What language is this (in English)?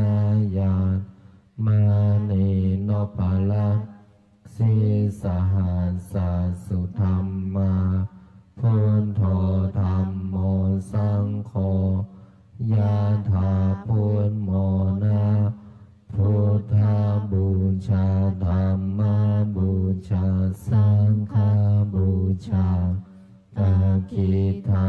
Pali